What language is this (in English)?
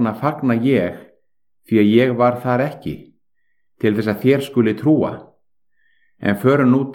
Icelandic